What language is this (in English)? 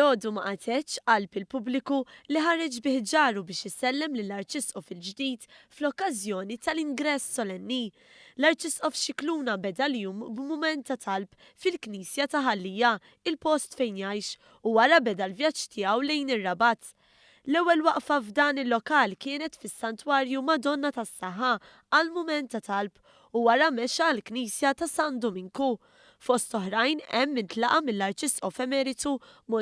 Maltese